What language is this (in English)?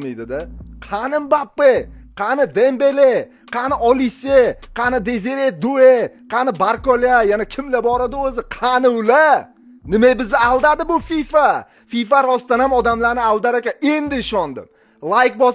Uzbek